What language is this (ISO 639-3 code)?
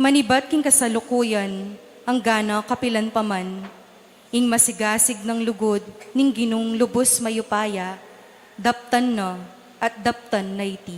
pam